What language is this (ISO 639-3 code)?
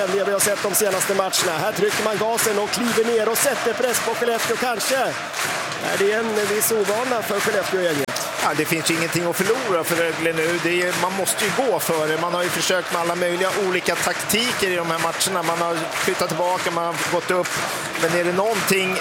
swe